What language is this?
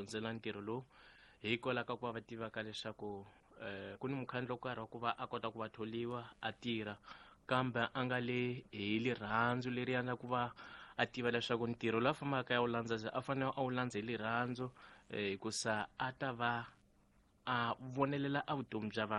Tsonga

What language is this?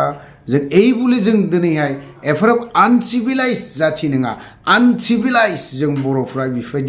Bodo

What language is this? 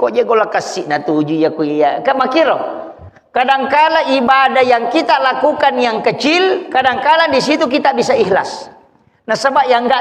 Buginese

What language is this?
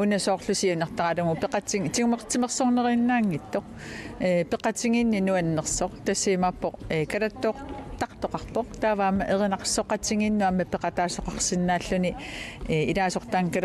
Kalaallisut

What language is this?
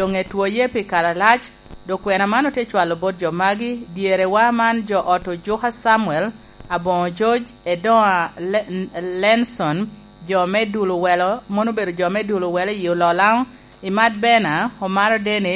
Lango (Uganda)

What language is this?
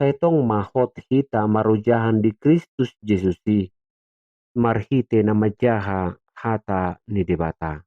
Batak Toba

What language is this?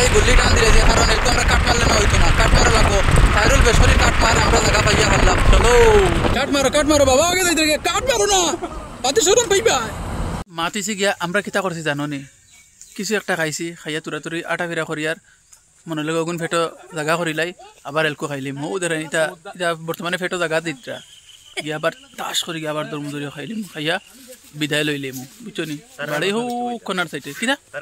Sylheti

